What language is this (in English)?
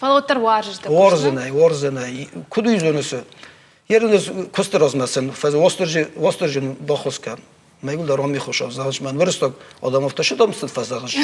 Ossetic